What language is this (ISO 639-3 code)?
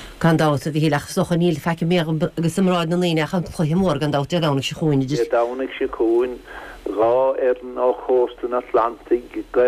gle